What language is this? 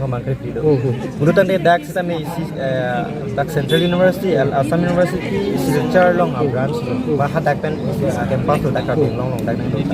Karbi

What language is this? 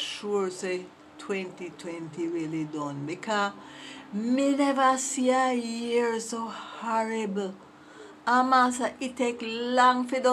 Jamaican Creole English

